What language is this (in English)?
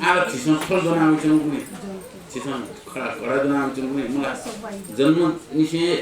Newari